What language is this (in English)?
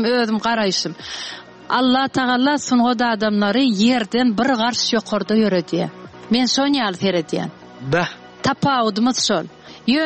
Turkmen